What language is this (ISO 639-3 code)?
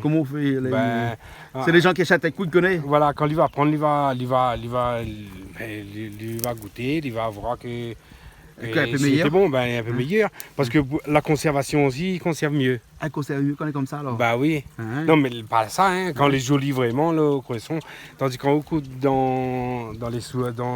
rcf